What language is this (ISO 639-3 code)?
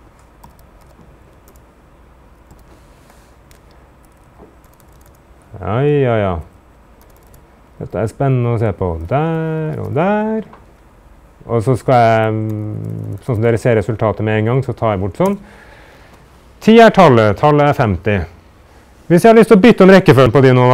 nor